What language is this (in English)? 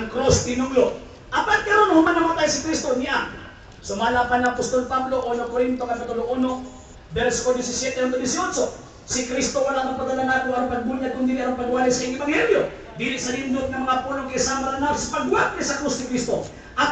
Cebuano